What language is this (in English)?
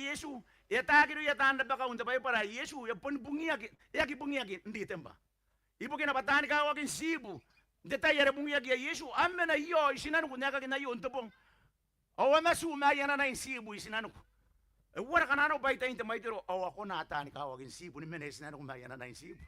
Gilbertese